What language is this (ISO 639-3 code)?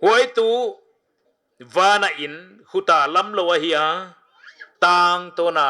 pck